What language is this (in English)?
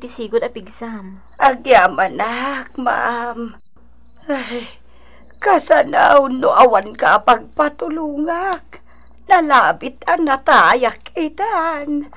Iloko